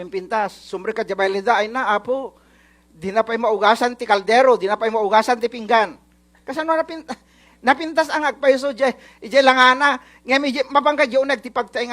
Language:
Iloko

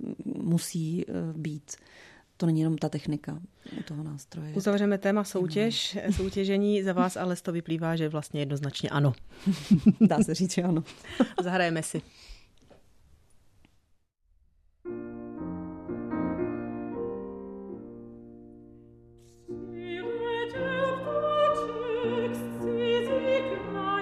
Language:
Czech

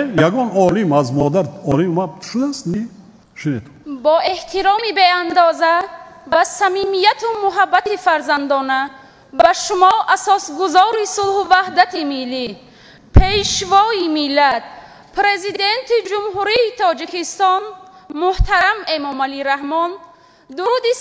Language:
Tajik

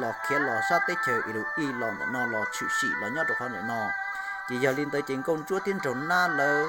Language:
Hmong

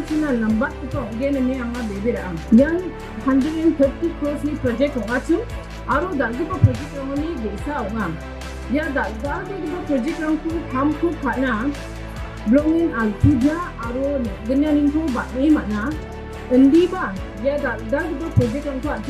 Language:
Garo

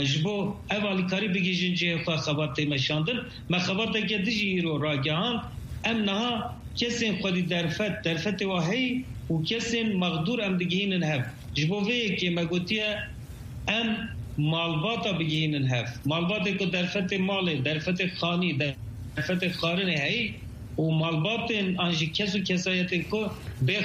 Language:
Kurdish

